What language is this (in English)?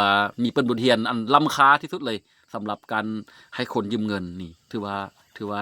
Lao